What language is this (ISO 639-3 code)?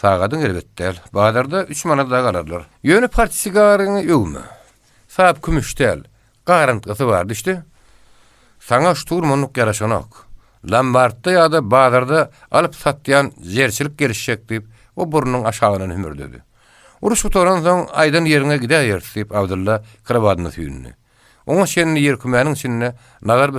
tuk